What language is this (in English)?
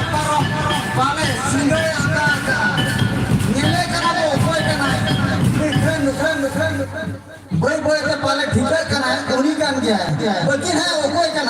Santali